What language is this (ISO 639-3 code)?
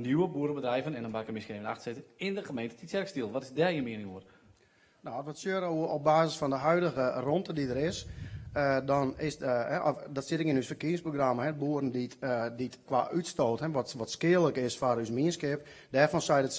fry